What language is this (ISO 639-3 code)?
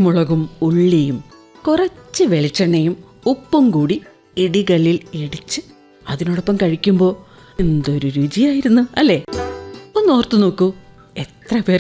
mal